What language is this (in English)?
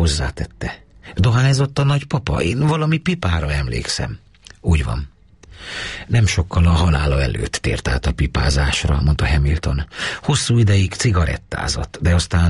Hungarian